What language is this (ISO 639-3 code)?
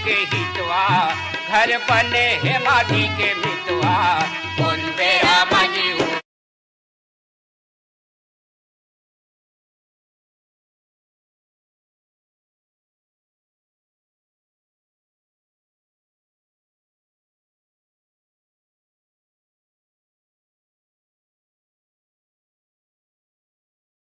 hne